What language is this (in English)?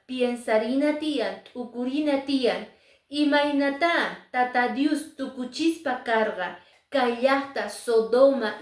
Quechua